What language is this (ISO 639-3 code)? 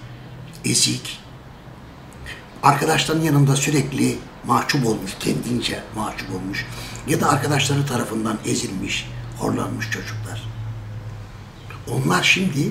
tur